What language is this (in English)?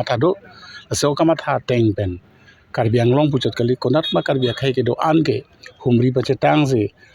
Karbi